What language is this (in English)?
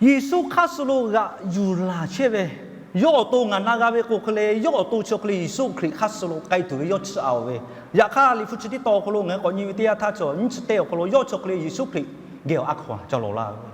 Lahu